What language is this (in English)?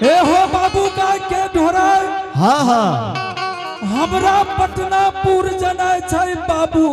Angika